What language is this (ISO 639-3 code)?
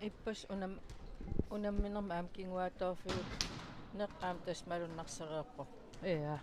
kal